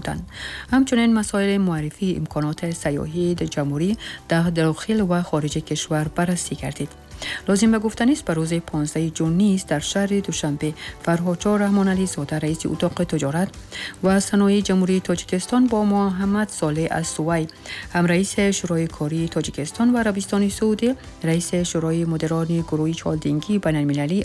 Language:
Tajik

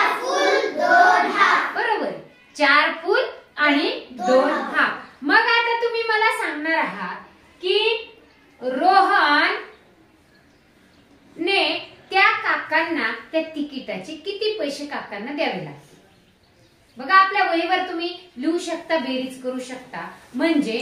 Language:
Marathi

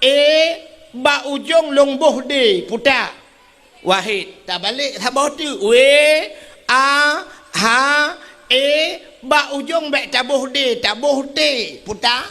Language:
Achinese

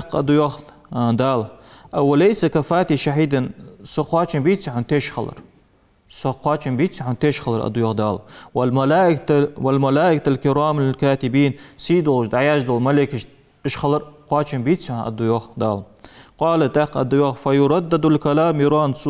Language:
Ingush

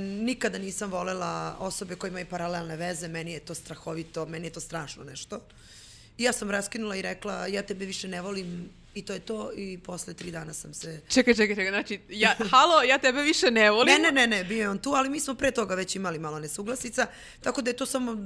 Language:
Serbian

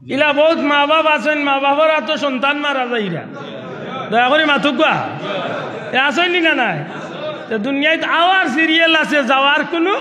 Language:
Sylheti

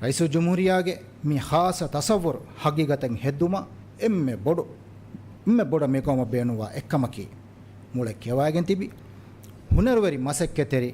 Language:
Divehi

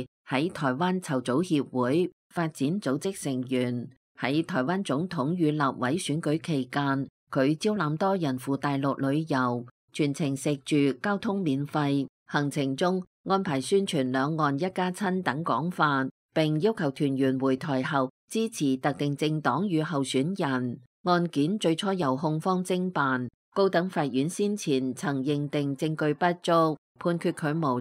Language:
Cantonese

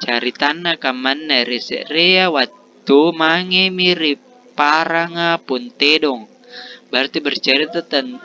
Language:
Makasar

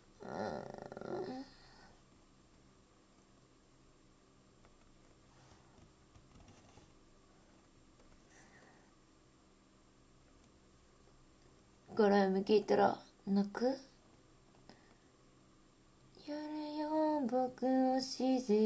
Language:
Japanese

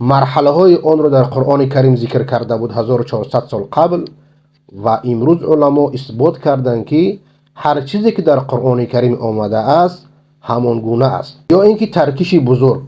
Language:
Persian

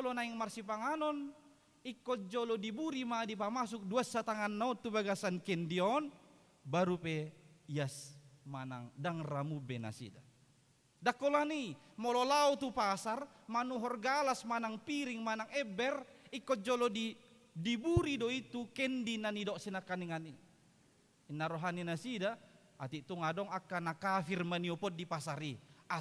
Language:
Batak Toba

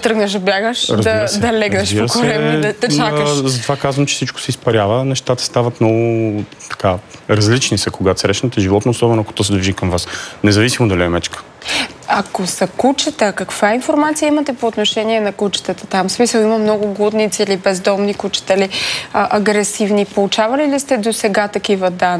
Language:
Bulgarian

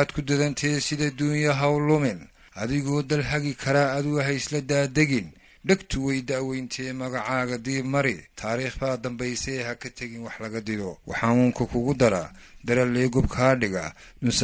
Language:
Somali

